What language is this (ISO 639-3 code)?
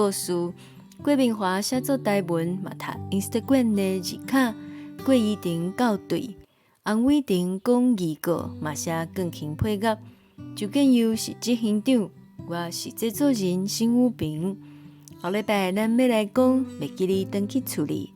nan